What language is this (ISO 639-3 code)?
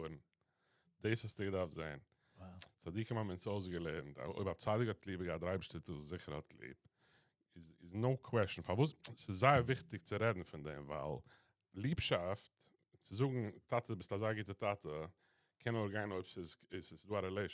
yid